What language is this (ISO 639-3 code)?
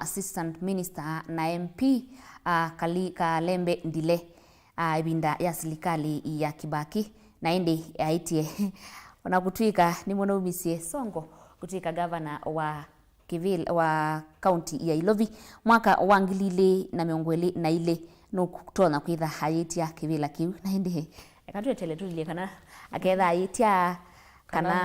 kam